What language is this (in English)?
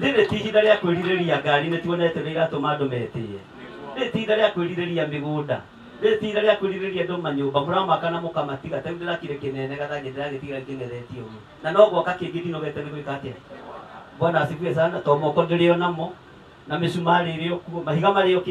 Kikuyu